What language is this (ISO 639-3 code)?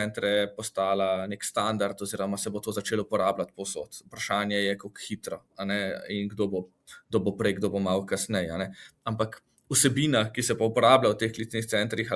slv